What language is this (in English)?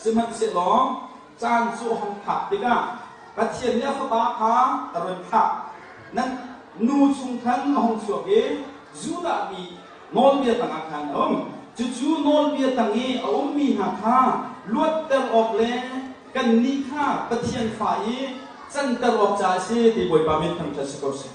Hakha Chin